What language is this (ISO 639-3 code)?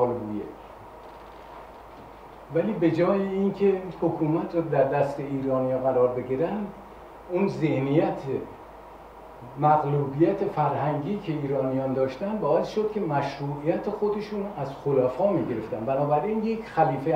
fas